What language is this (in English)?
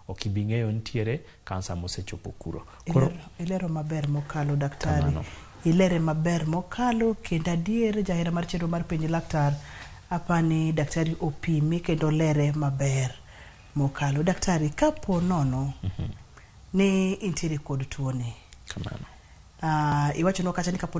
Luo (Kenya and Tanzania)